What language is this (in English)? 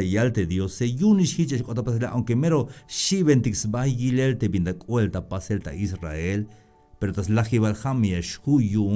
Tzeltal